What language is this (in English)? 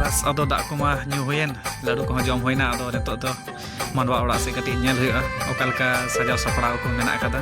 Santali